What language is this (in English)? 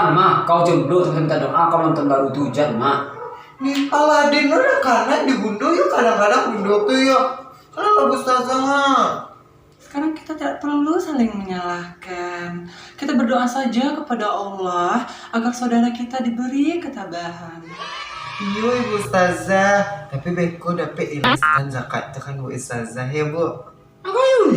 Minangkabau